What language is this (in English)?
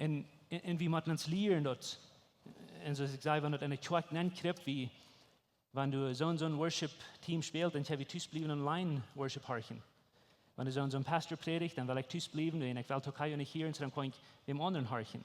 Plautdietsch